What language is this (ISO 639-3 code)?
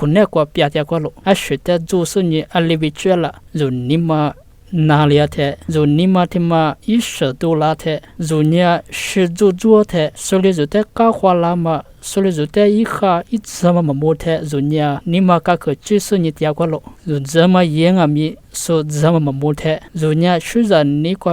lis